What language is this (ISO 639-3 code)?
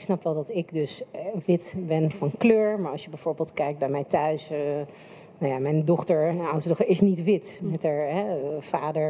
nld